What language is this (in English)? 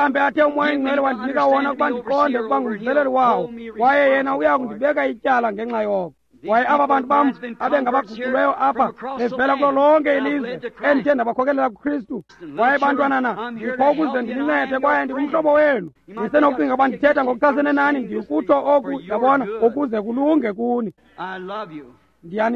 Xhosa